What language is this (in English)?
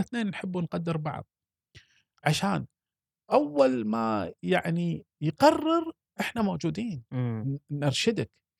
Gulf Arabic